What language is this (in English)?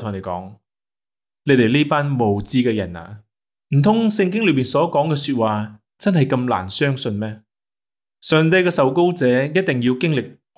Cantonese